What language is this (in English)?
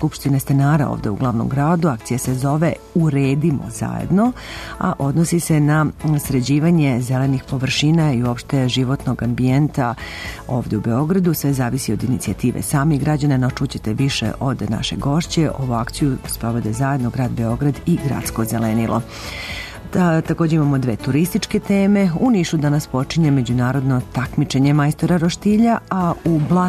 Serbian